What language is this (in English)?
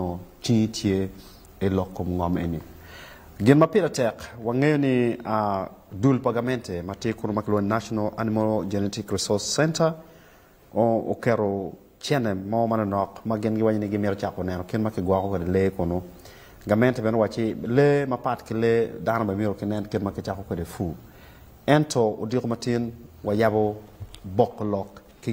Acoli